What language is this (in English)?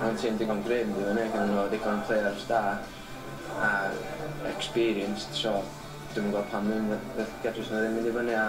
Welsh